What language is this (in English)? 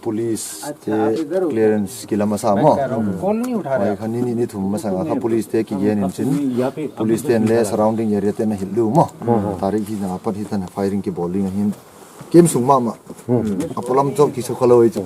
Paite Chin